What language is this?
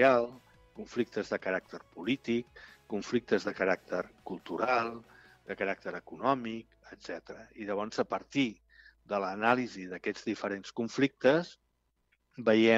Catalan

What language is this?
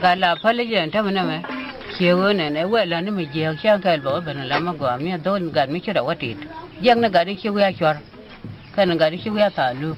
Nuer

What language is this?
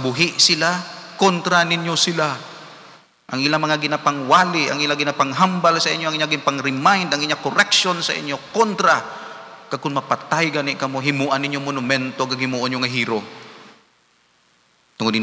Hiligaynon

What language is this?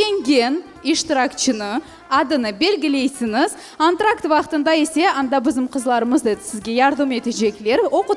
Crimean Tatar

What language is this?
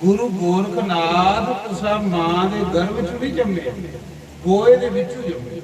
Dogri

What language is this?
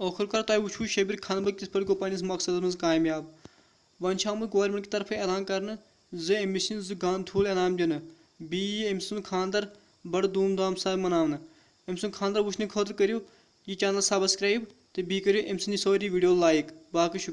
Kashmiri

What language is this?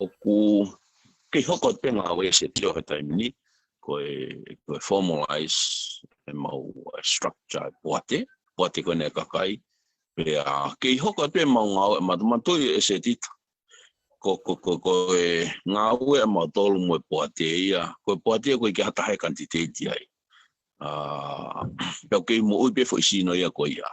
Tongan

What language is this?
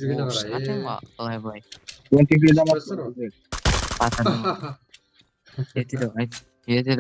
Kara-Kalpak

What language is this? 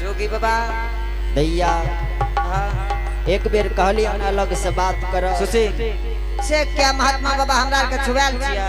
Angika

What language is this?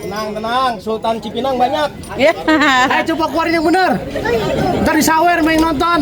Betawi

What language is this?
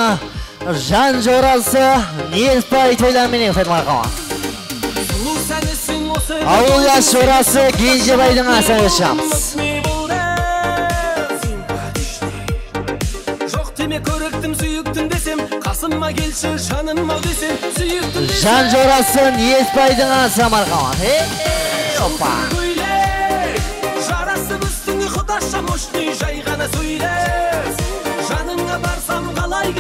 Kara-Kalpak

